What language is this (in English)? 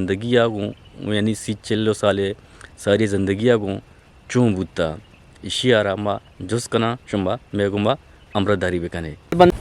Eastern Balochi